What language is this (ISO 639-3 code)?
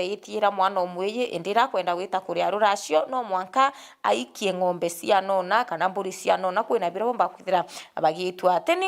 mer